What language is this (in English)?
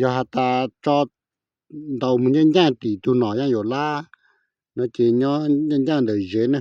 Hmong